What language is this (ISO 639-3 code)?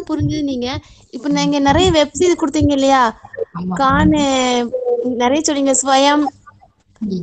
tam